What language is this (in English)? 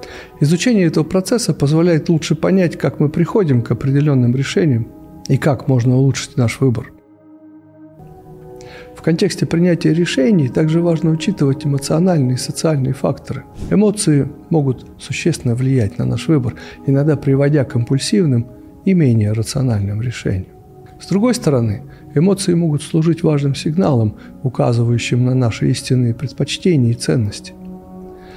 Russian